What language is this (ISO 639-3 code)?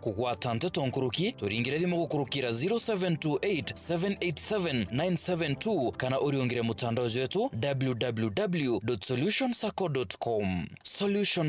mer